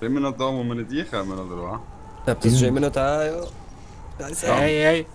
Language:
Swiss German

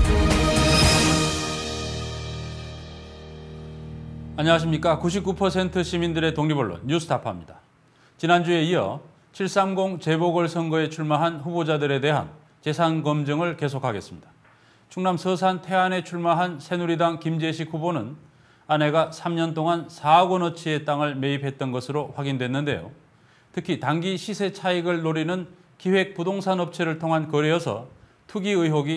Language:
Korean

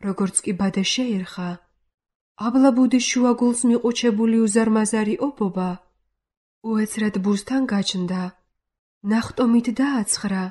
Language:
Georgian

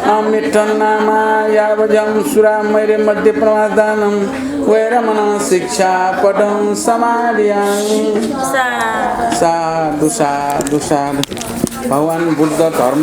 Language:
Newari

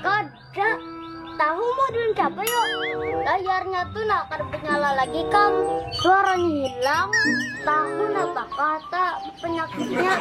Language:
Banjar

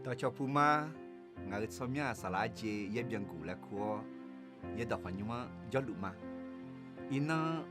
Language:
Akha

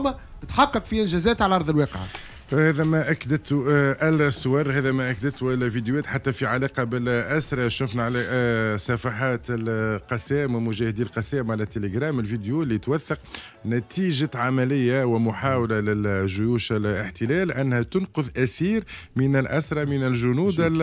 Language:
Tunisian Arabic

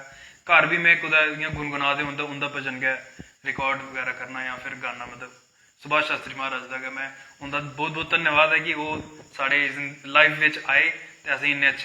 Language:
Dogri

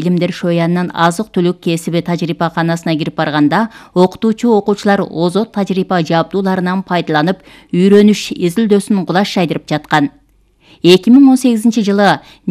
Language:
Kyrgyz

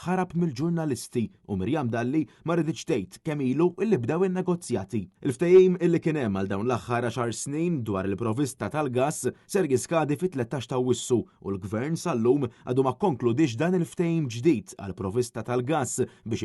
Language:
Maltese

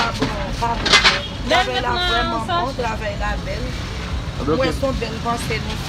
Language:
Haitian Creole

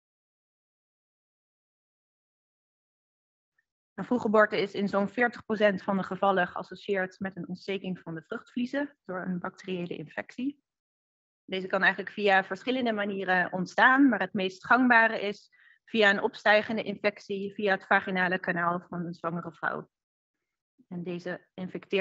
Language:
Dutch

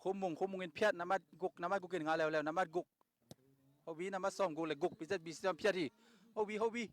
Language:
Tedim Chin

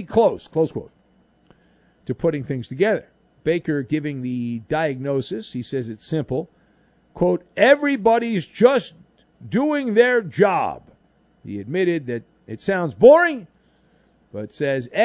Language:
English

